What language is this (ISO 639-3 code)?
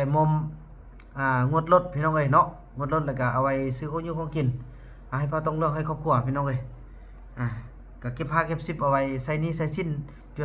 tts